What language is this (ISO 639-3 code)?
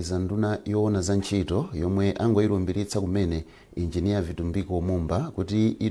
nya